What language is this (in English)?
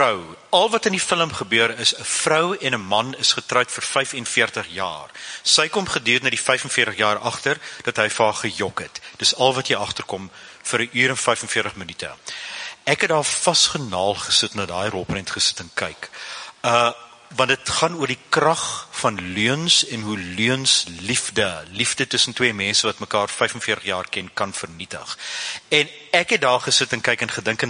Afrikaans